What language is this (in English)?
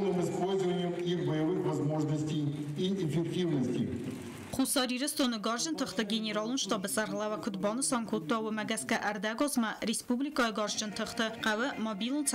Ossetic